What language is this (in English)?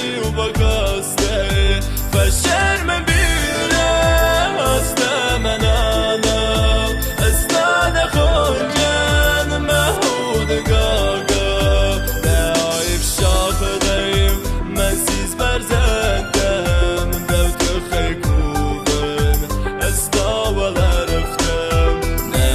Ossetic